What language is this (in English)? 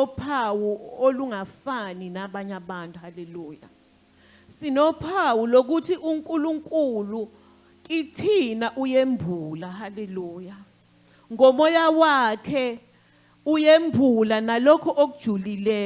Zulu